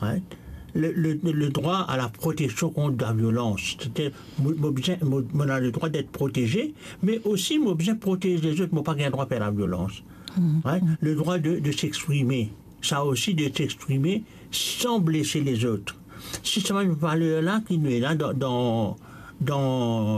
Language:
Morisyen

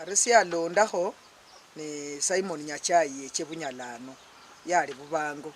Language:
Luyia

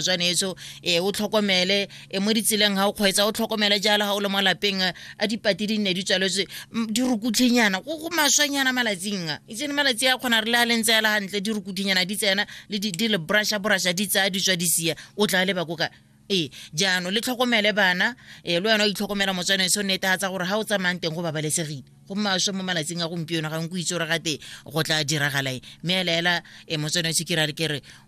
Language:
Tswana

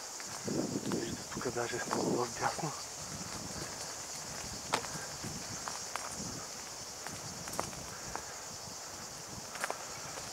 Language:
Bulgarian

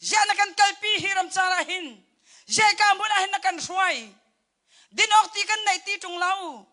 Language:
Hakha Chin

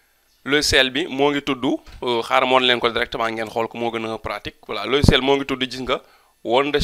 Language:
Wolof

